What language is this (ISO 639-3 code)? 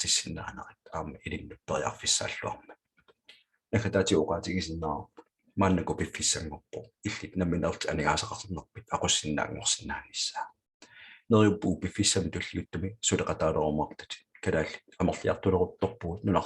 kal